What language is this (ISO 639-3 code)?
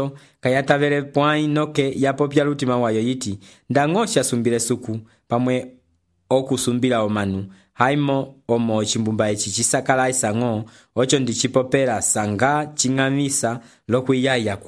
umb